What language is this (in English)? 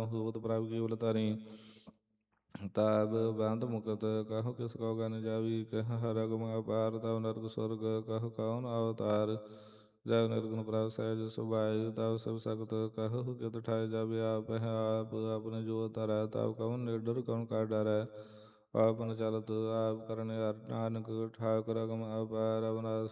Punjabi